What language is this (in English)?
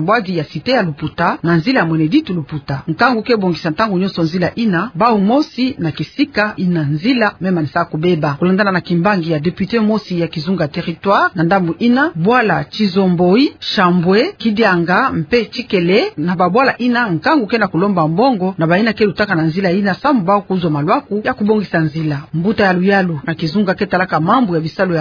Kituba (Democratic Republic of Congo)